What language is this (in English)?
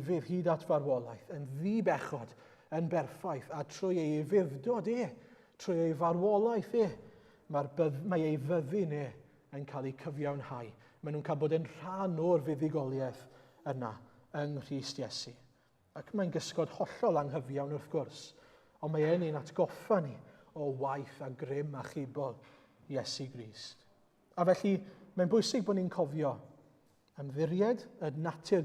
Welsh